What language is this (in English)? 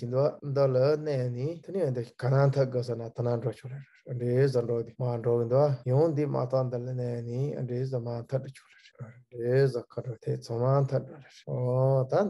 Tibetan